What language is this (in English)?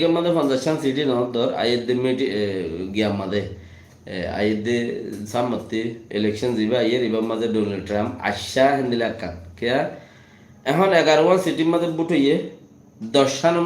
Rohingya